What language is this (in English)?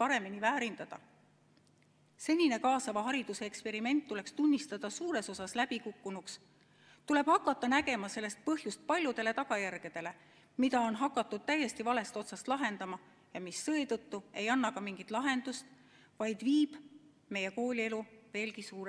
Estonian